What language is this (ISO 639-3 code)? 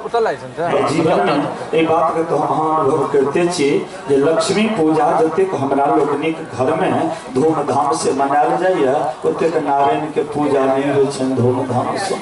mai